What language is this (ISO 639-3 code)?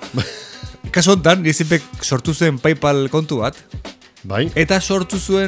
eus